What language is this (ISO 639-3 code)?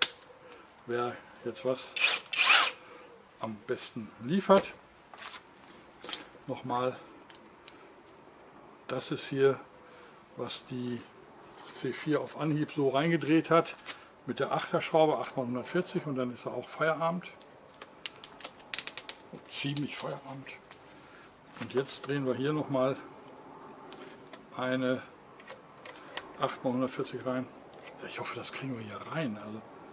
deu